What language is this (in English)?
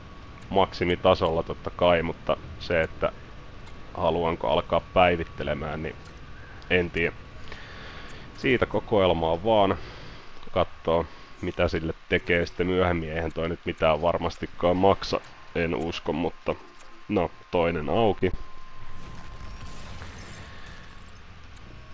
Finnish